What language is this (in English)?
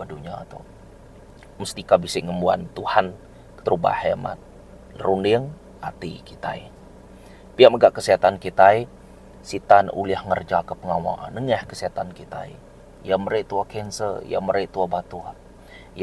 Iban